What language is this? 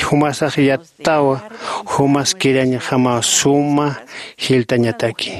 Aymara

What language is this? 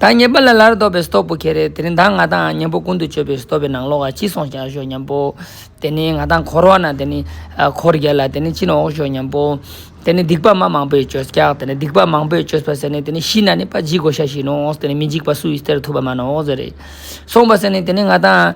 Ladakhi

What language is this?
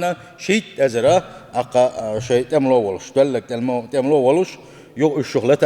Chechen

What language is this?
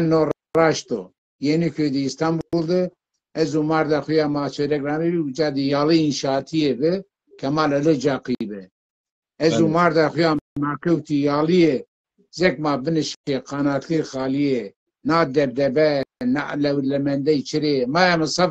Zaza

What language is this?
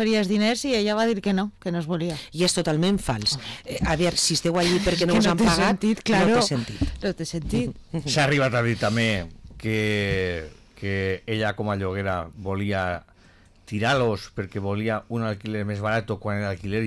Catalan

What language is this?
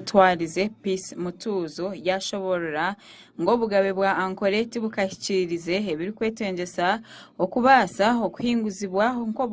Nyankole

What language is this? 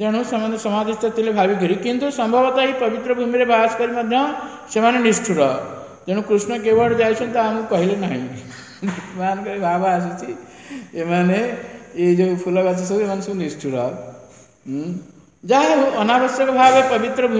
Odia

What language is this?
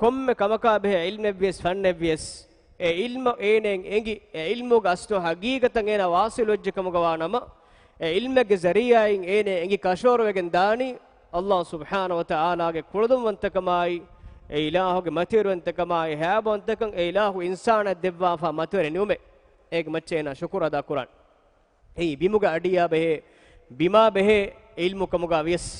Divehi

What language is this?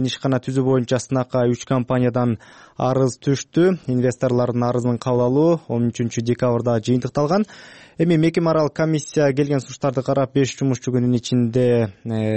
Kyrgyz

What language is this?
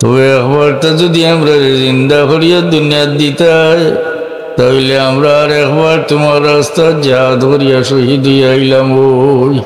Sylheti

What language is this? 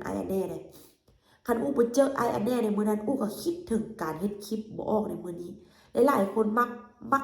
Lao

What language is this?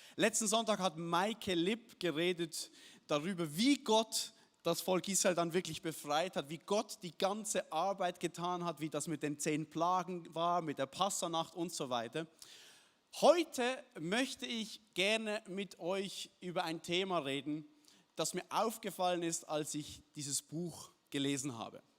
Swiss German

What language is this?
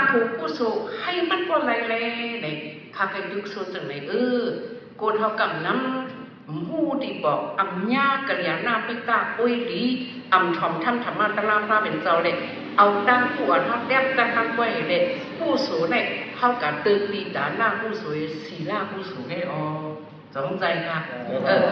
Shan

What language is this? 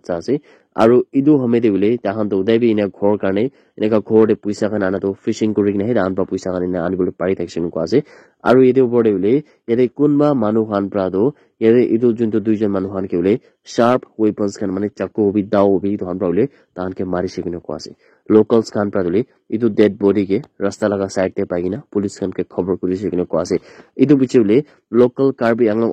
Naga Pidgin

